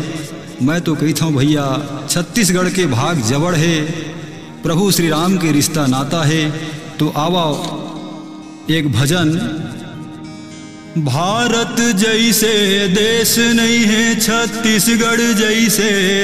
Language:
Chhattisgarhi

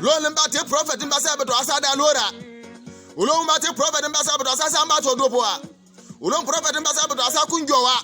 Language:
Bimoba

